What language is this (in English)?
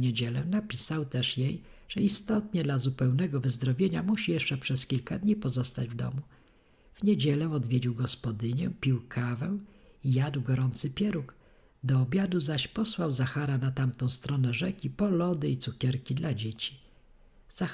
Polish